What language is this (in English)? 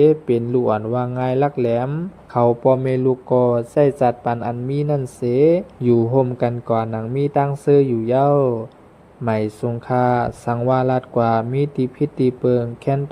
Shan